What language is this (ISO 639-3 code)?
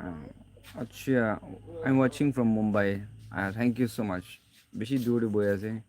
nag